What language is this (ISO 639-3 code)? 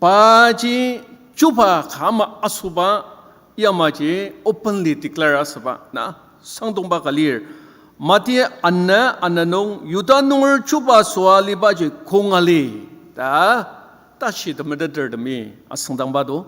njo